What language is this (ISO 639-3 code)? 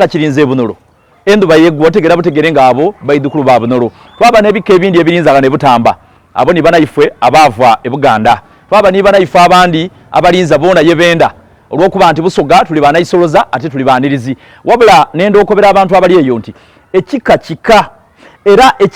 xog